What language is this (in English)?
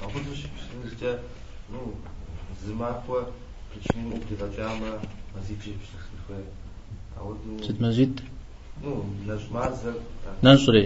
Kabardian